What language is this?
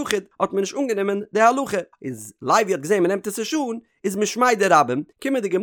Yiddish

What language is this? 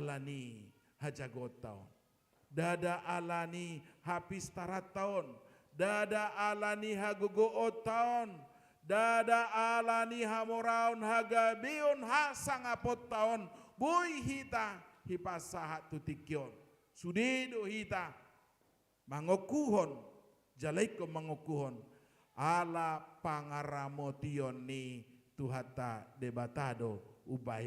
Batak Toba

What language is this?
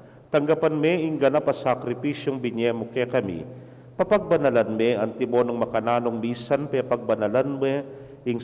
Pampanga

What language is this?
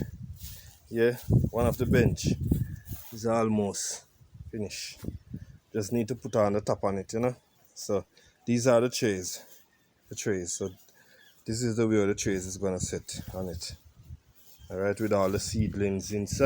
Jamaican Creole English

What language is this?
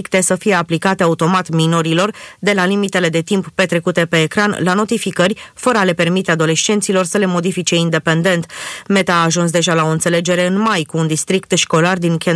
Romanian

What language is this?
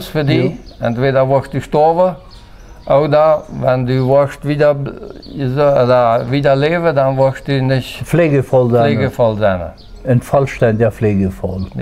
Plautdietsch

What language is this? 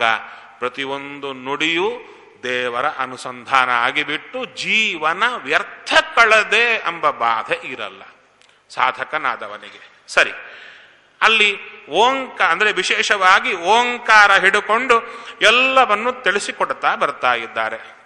Kannada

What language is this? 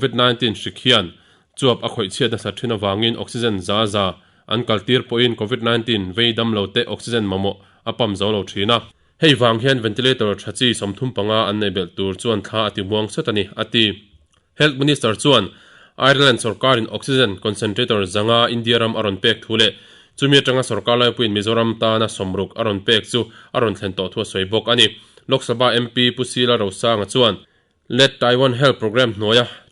Mizo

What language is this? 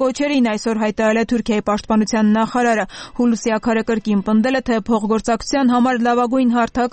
Armenian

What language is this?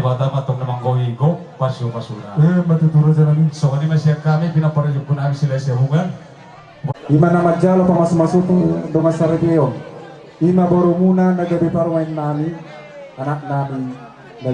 Batak Toba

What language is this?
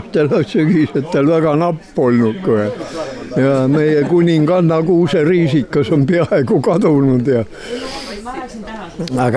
Estonian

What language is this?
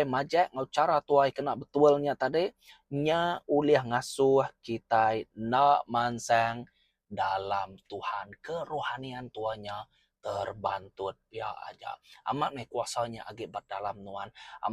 Iban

